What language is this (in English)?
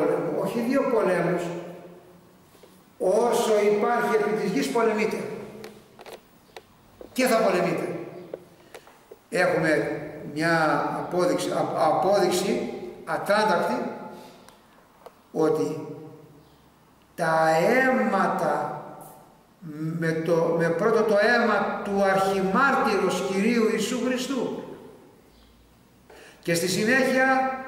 Greek